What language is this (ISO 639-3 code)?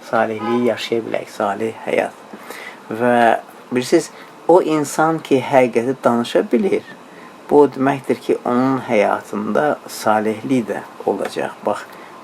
aze